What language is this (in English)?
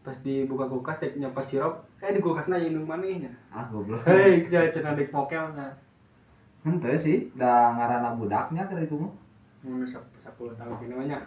Sundanese